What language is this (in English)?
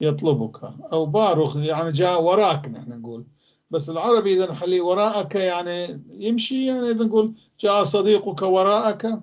North Levantine Arabic